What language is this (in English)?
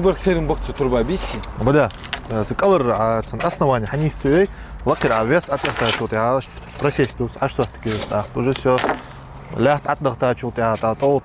Ingush